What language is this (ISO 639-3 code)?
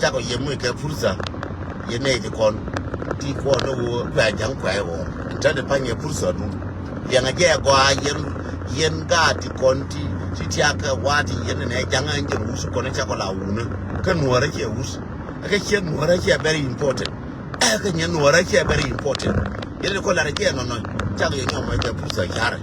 nus